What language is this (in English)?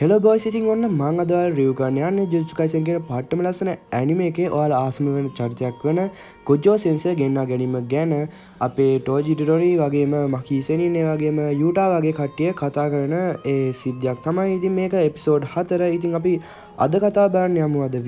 Sinhala